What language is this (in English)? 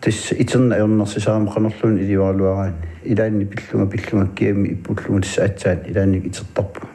Kalaallisut